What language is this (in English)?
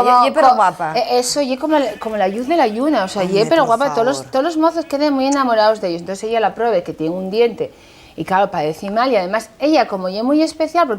Asturian